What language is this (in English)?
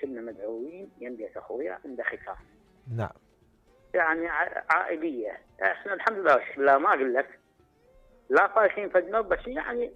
Mesopotamian Arabic